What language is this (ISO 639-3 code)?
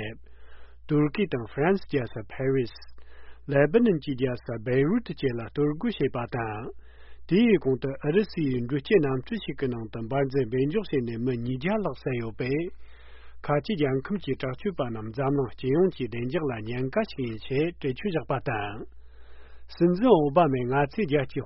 bod